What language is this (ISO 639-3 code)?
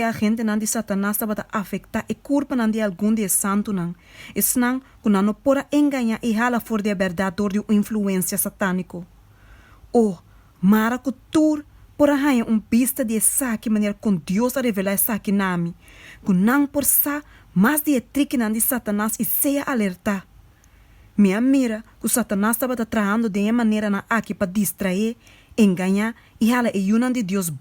pap